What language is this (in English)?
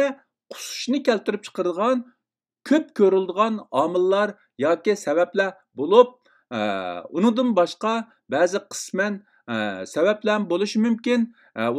Uyghur